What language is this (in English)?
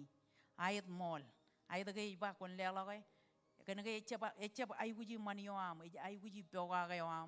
Marshallese